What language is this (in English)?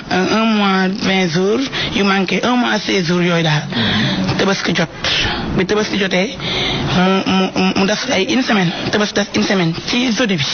Wolof